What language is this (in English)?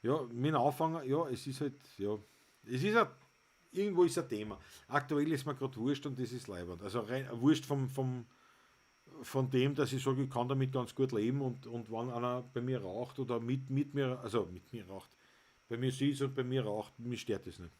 Bavarian